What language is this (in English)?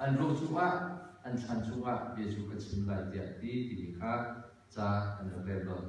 Hakha Chin